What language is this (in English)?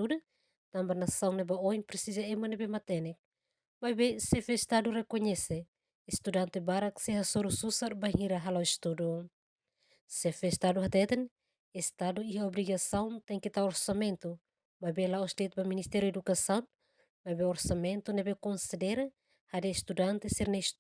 Tetum